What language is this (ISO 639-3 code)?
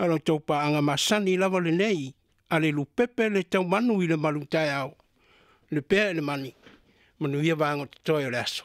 smo